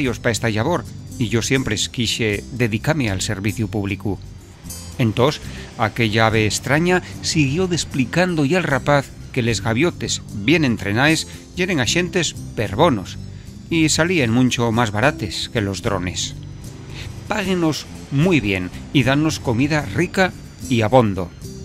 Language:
Asturian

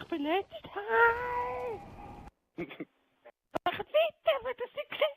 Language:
Swiss German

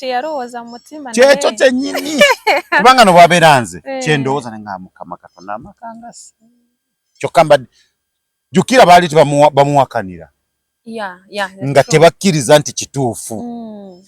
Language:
Ganda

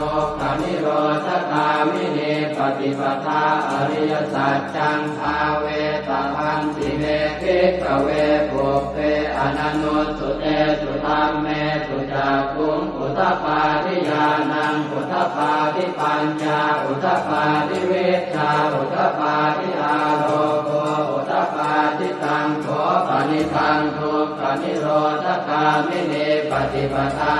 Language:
Pali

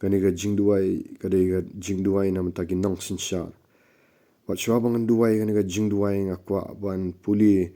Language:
Khasi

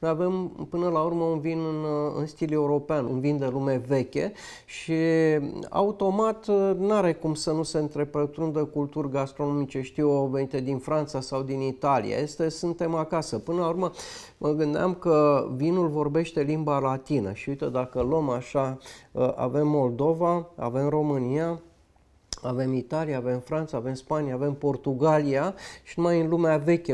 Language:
Romanian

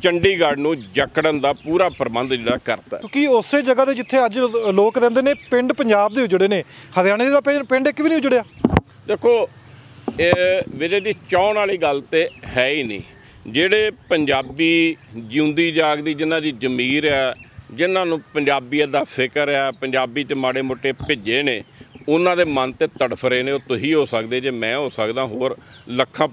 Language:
Punjabi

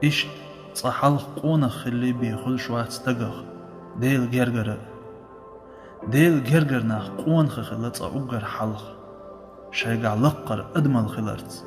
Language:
Chechen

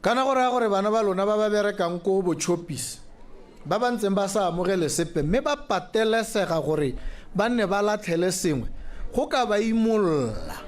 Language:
Tswana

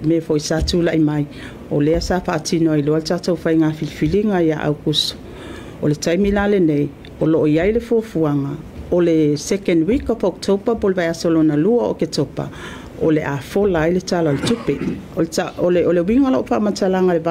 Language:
Samoan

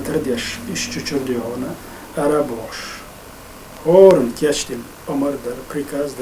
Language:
Chechen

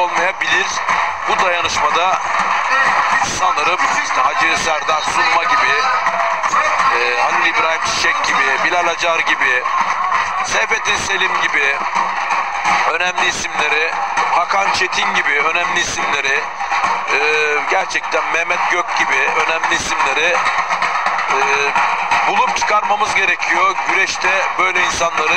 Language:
Turkish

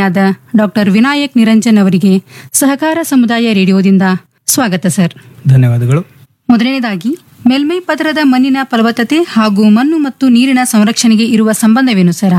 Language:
Kannada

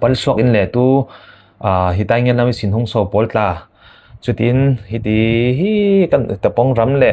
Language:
Falam Chin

